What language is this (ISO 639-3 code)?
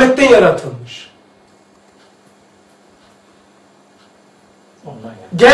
tur